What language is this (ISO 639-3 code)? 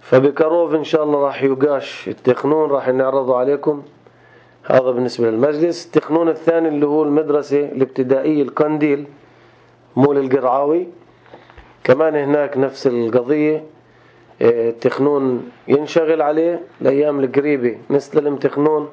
apc